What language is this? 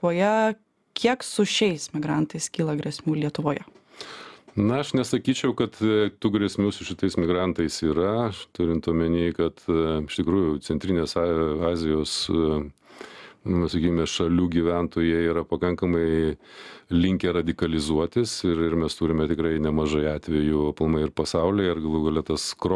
Lithuanian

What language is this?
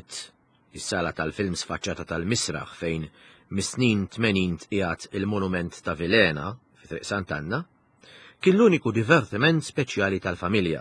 Maltese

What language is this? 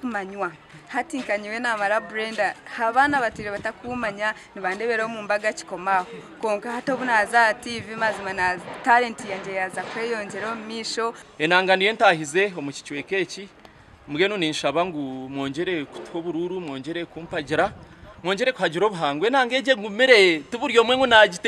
Nyankole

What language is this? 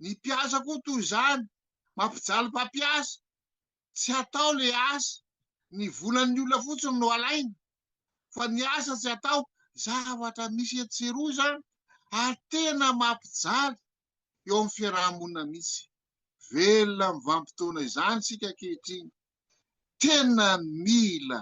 Malagasy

